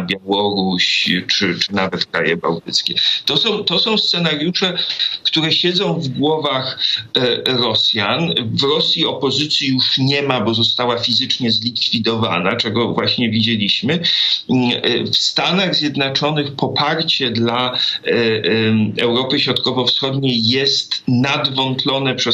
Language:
Polish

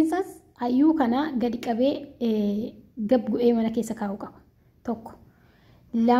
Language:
Oromo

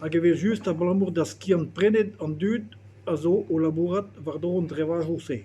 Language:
Breton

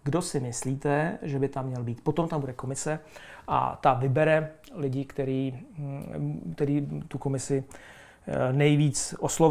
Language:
Czech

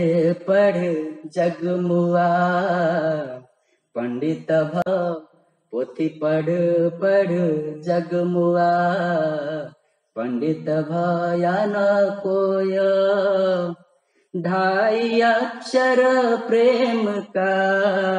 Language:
Odia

